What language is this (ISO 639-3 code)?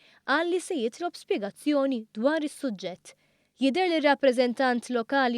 mlt